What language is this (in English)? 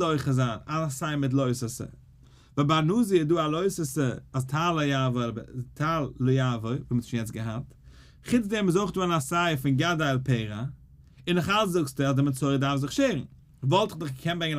Yiddish